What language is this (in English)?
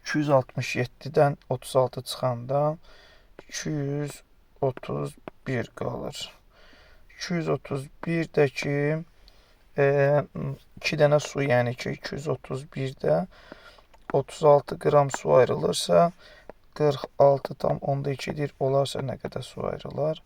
Azerbaijani